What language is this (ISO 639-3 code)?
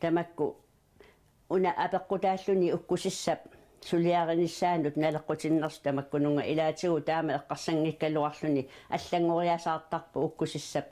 kal